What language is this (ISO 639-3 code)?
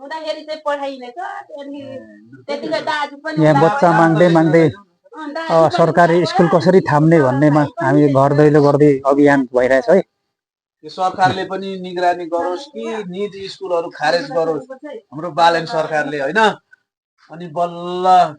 nep